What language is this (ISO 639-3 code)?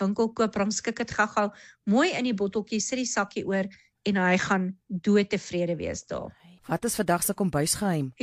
afr